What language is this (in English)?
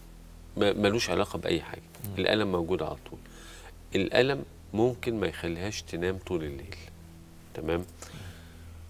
Egyptian Arabic